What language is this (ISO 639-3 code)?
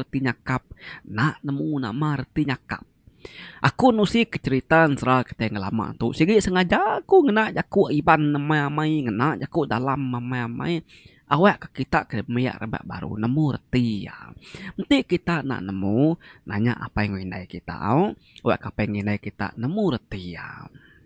iba